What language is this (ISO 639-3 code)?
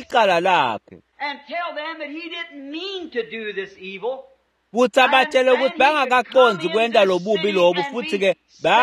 ssw